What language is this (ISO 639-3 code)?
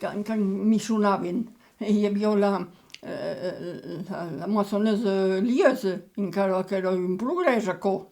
oci